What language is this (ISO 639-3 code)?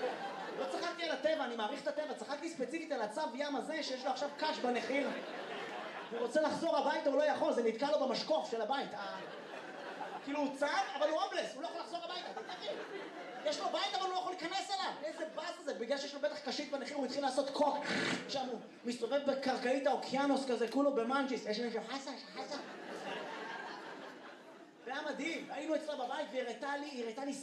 heb